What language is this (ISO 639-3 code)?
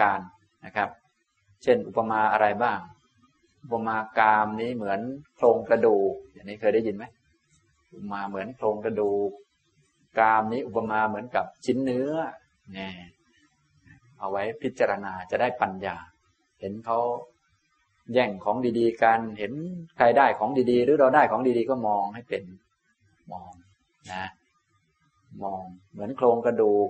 tha